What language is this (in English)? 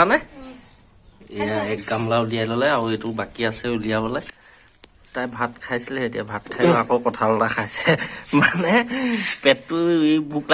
Assamese